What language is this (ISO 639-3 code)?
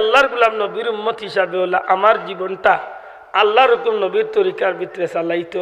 syl